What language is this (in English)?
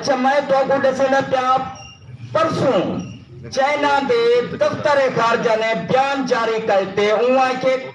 Saraiki